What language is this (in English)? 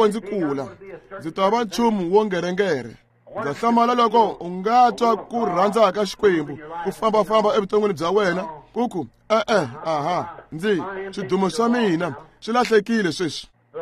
Tsonga